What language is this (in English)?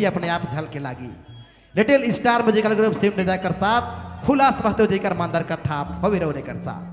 Sadri